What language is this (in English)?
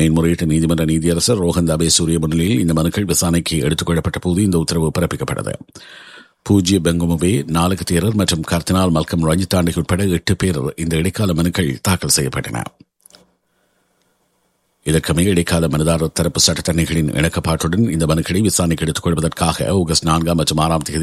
Tamil